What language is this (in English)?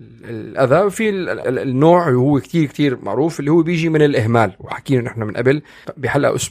North Levantine Arabic